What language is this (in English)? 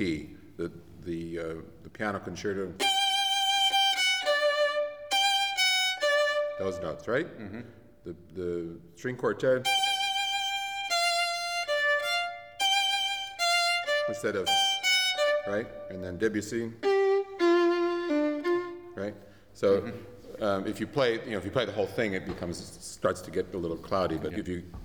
English